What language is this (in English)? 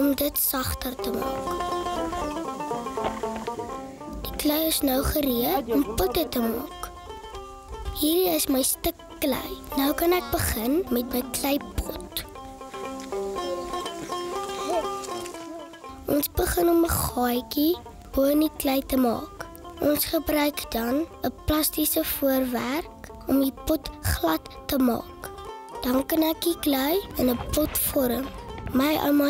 Afrikaans